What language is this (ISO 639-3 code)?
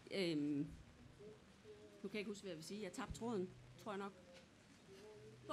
dan